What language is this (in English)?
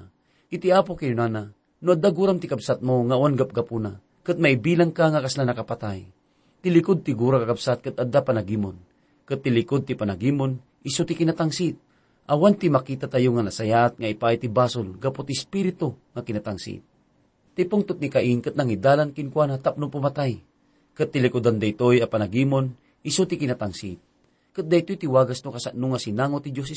Iloko